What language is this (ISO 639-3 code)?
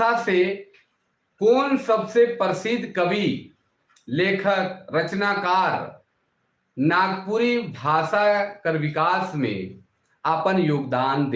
sck